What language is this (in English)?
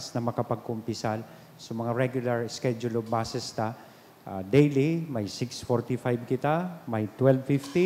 Bikol